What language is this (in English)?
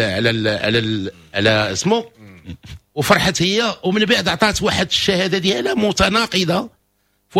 Moroccan Arabic